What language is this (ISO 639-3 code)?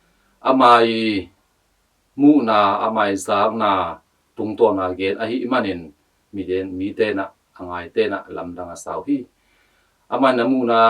ctd